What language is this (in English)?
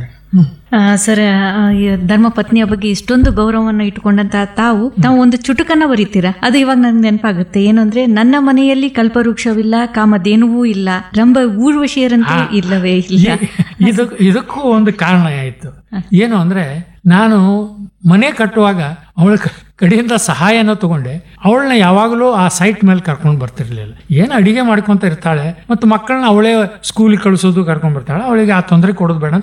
Kannada